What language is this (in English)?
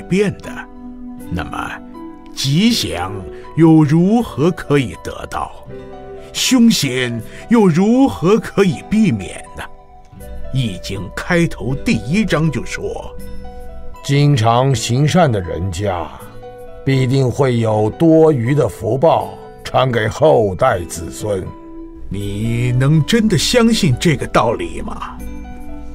Chinese